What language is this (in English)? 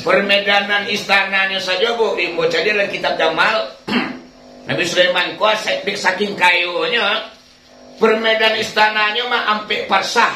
Minangkabau